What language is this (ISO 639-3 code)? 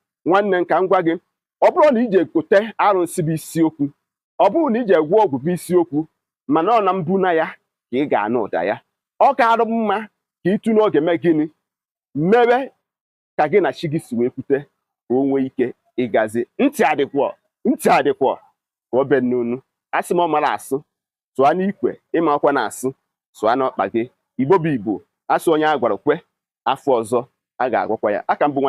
ibo